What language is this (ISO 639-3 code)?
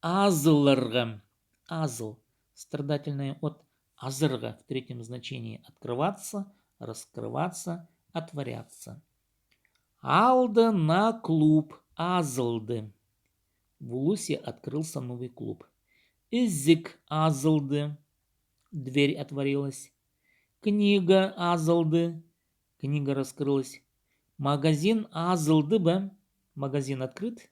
kjh